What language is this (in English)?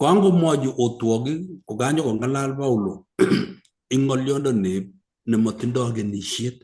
Kalenjin